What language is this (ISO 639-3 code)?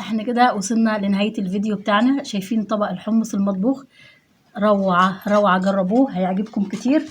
arz